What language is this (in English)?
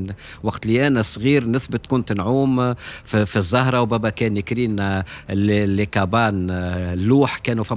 Tunisian Arabic